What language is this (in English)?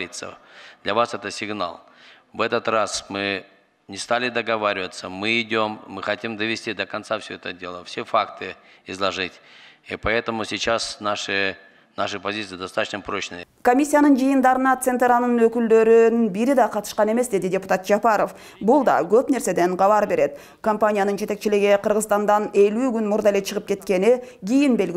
Kyrgyz